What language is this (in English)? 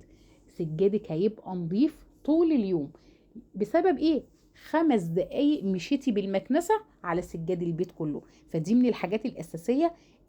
Egyptian Arabic